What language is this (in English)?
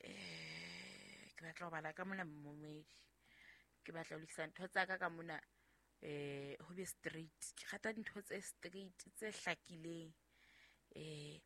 Southern Sotho